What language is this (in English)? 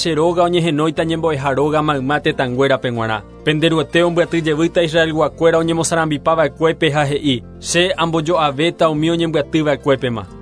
Guarani